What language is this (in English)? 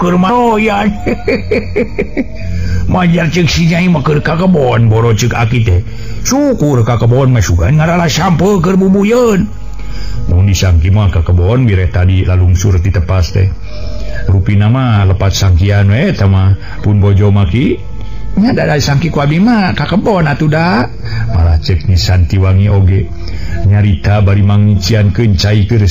Sundanese